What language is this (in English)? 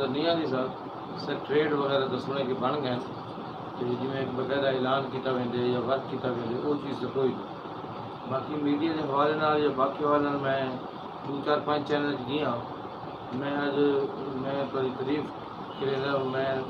Saraiki